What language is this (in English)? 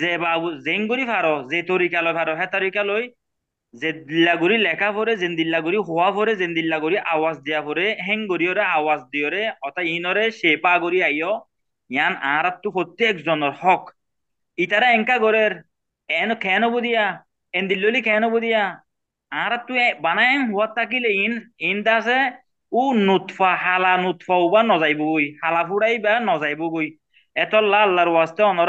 Rohingya